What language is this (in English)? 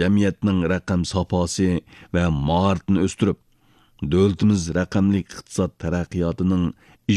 Uyghur